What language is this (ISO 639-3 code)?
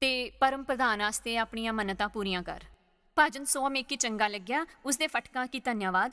doi